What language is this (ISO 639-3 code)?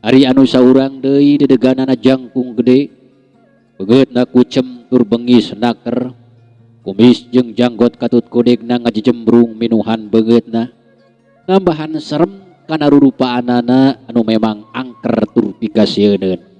sun